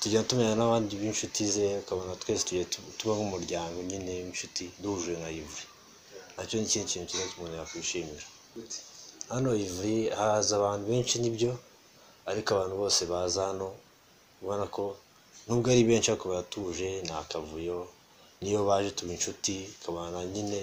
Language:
Kinyarwanda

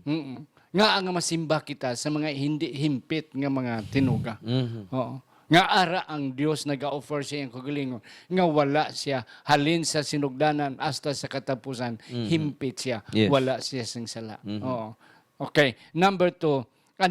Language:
Hiligaynon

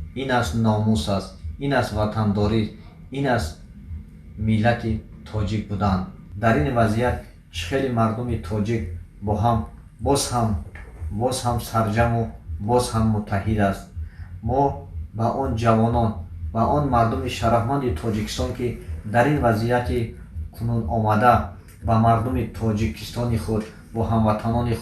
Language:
Tajik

